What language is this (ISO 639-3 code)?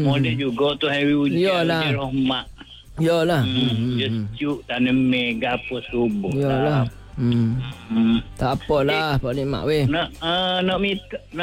msa